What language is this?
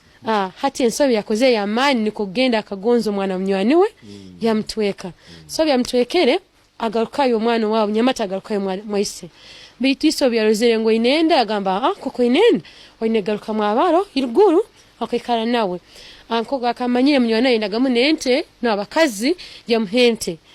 Tooro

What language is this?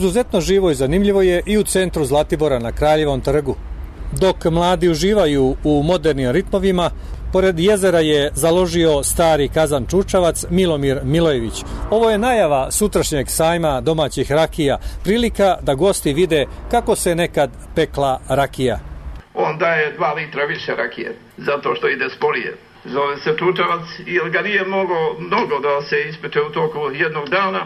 Serbian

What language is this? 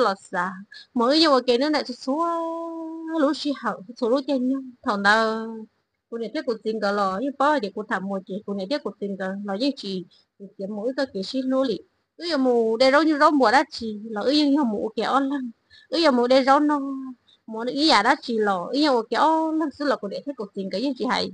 Hmong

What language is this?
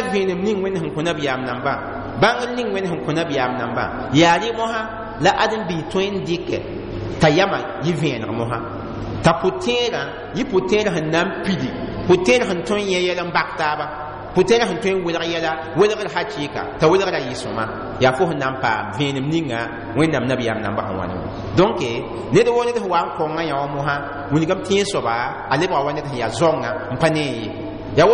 Mossi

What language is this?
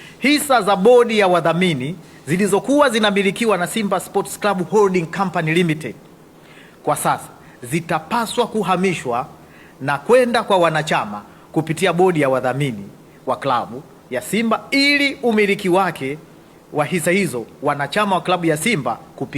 Swahili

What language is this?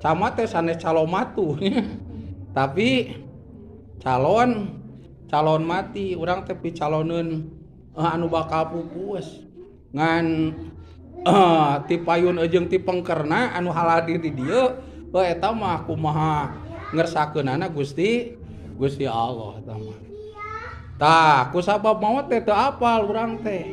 Sundanese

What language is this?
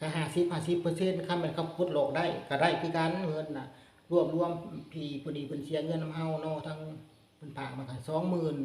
Lao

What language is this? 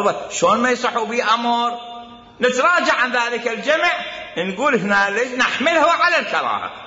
Mesopotamian Arabic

